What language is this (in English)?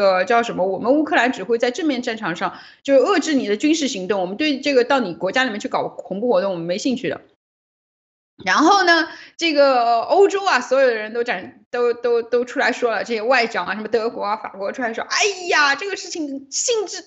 Chinese